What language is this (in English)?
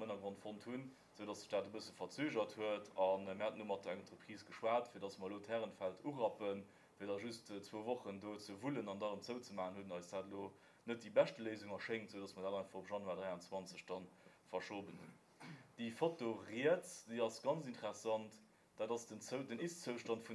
Luxembourgish